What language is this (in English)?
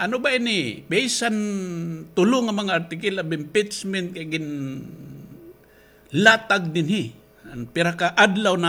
Waray